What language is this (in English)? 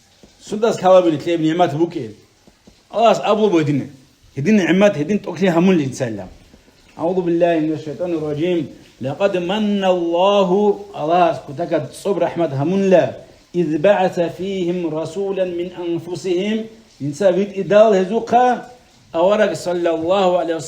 Avaric